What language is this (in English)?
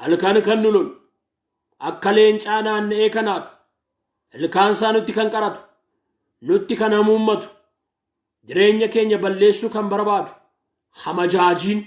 Oromo